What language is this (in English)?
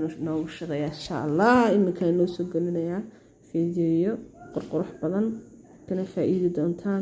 Somali